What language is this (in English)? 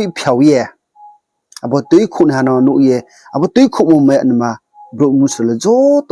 Riang (India)